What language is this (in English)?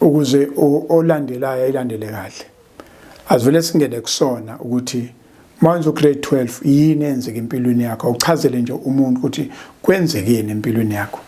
Zulu